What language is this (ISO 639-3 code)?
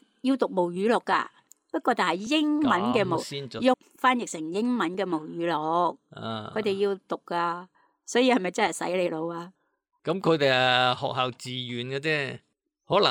yue